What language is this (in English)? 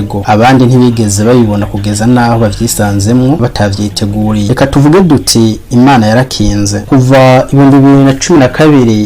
Rundi